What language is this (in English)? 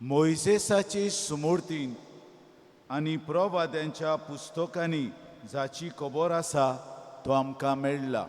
Konkani